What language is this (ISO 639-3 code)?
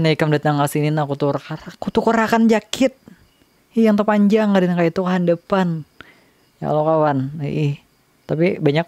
bjn